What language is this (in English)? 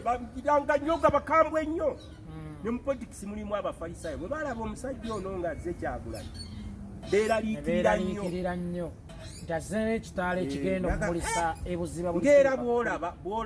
Ganda